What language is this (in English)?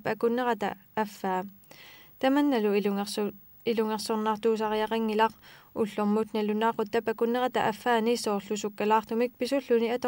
Kalaallisut